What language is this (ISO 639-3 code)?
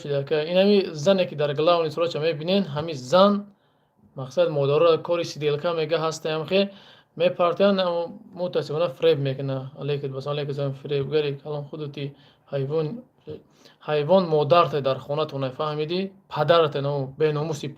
tgk